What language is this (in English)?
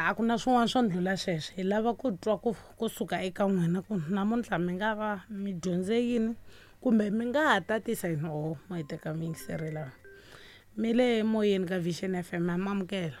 Tsonga